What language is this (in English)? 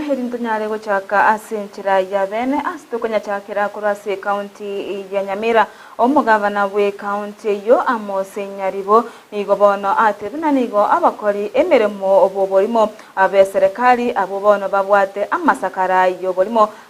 Gusii